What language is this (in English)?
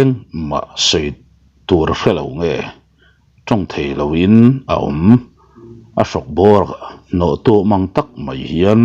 Mizo